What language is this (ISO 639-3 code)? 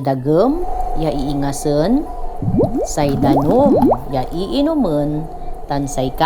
pag